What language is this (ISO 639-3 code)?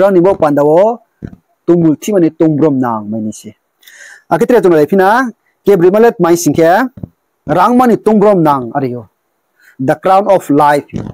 ria